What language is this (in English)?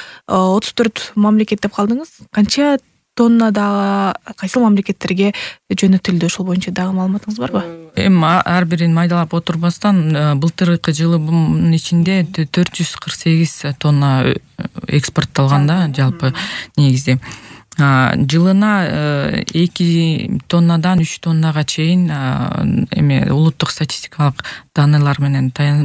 Kyrgyz